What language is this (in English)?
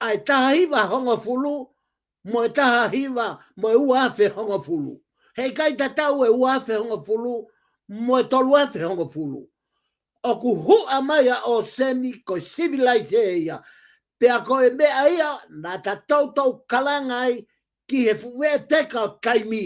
Tongan